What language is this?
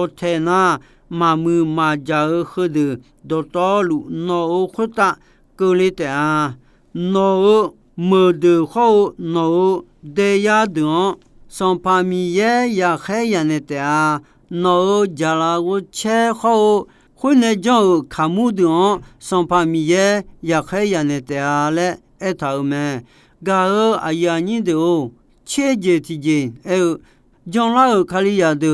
Akha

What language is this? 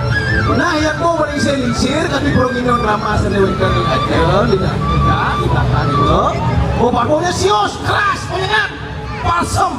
Balinese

